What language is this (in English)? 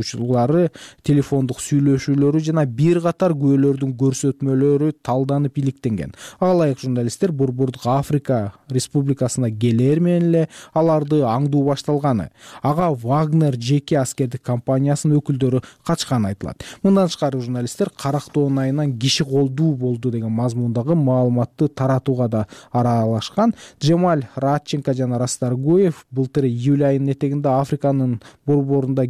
Kyrgyz